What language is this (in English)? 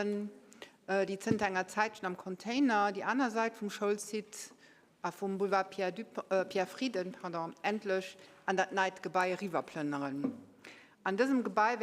Luxembourgish